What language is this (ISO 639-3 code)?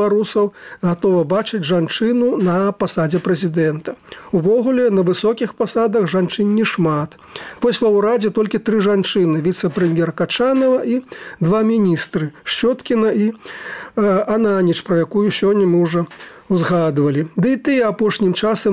bel